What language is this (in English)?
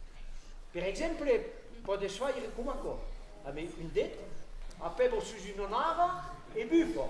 Occitan